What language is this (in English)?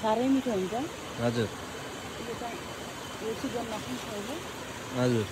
Nepali